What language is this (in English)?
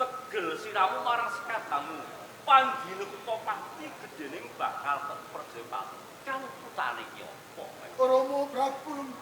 Javanese